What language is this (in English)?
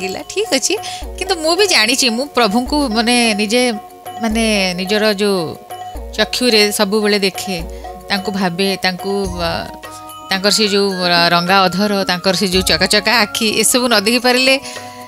Odia